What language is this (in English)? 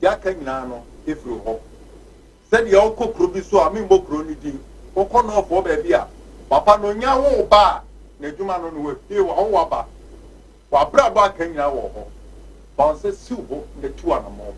Akan